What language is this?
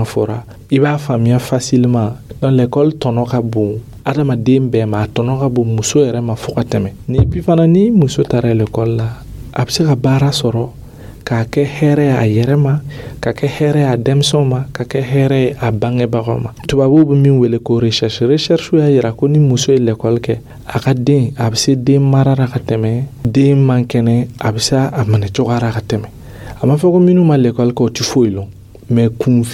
Dyula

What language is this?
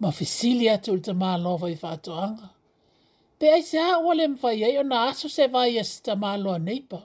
Samoan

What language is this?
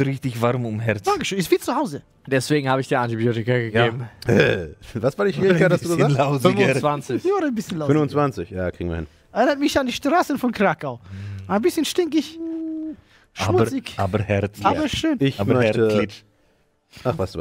German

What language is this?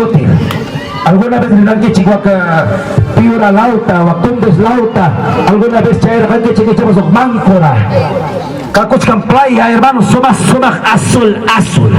Ayacucho Quechua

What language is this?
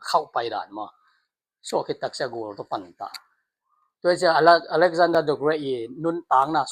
Tedim Chin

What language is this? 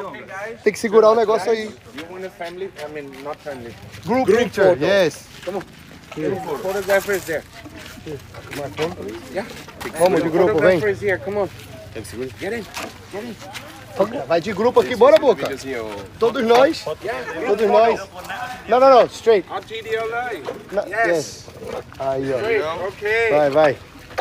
Portuguese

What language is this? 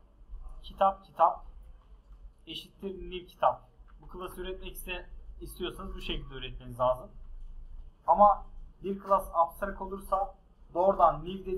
Turkish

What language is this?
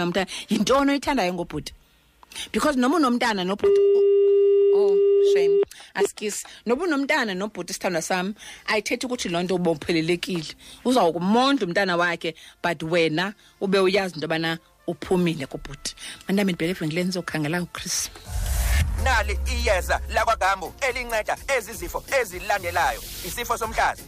Xhosa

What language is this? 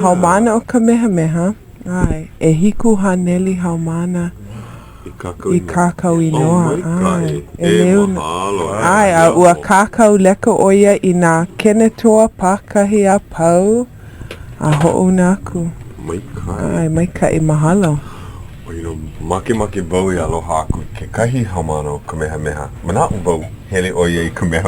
Hawaiian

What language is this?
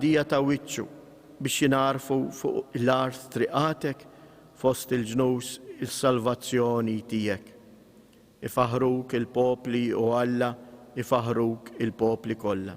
Maltese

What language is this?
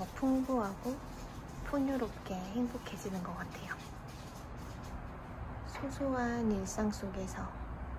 Korean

